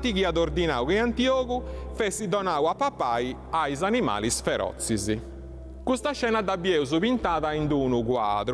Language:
Sardinian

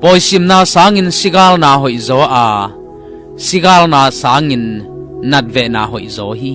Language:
Tedim Chin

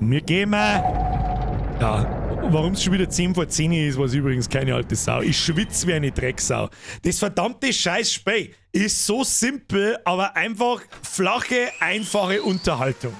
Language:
Bavarian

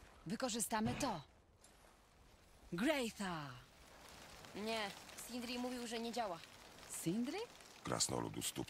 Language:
Polish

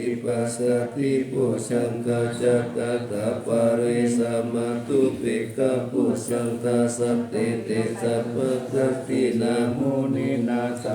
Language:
Pali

